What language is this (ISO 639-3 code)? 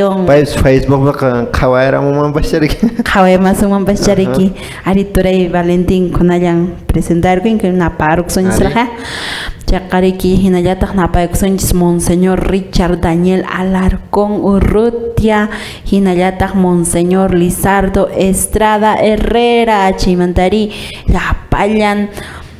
que